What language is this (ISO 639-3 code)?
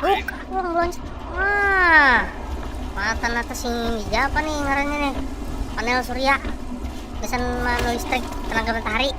bjn